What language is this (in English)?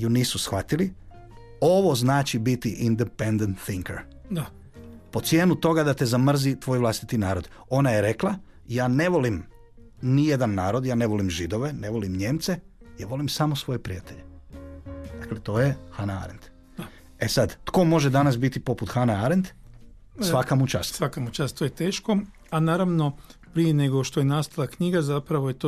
Croatian